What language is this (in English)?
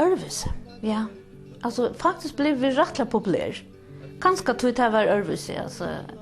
Faroese